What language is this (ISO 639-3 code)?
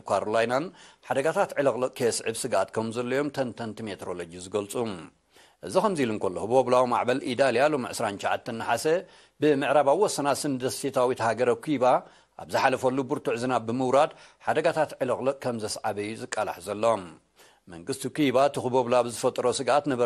tir